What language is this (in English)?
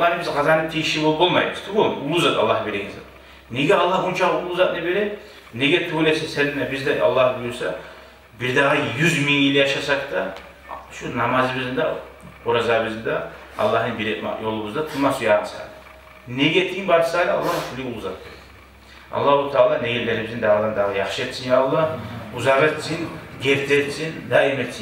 Kumyk